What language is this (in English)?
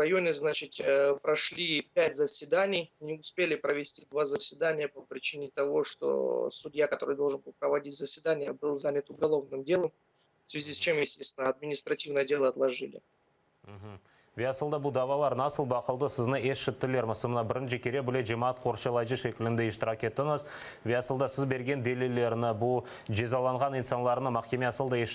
Crimean Tatar